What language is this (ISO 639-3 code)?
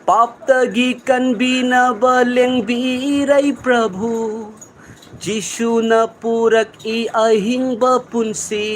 mni